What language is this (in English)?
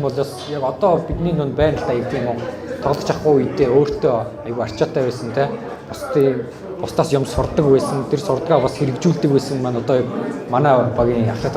Mongolian